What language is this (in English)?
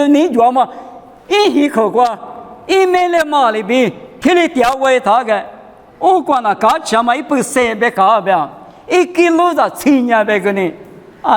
Lisu